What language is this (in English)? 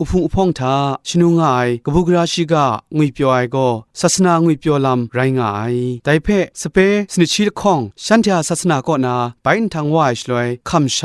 Kachin